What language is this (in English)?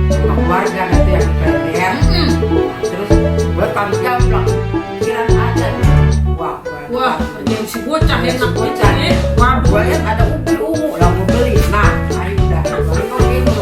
Betawi